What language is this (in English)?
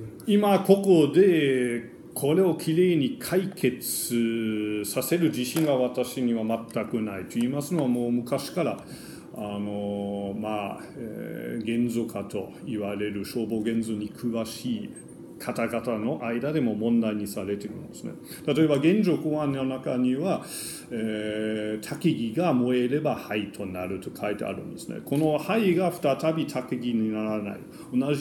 Japanese